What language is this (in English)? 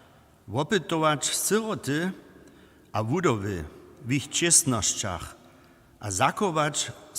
Upper Sorbian